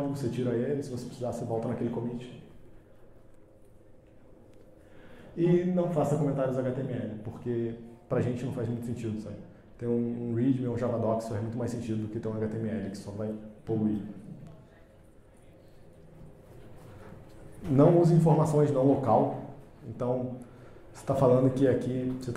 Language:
Portuguese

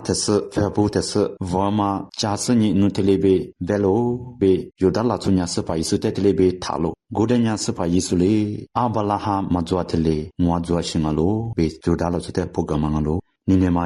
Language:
Lisu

